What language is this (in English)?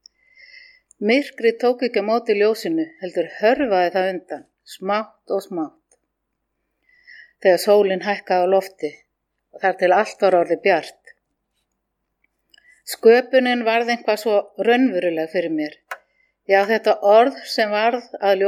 Icelandic